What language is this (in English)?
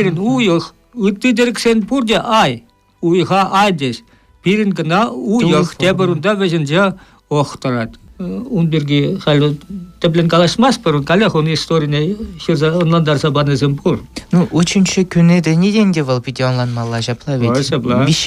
Chuvash